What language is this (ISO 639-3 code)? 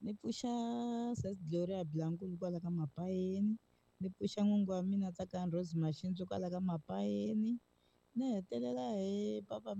tso